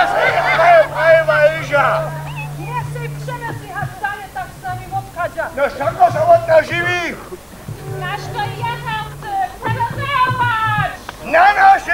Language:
Upper Sorbian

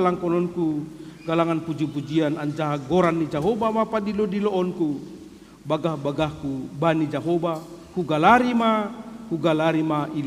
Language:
Batak Simalungun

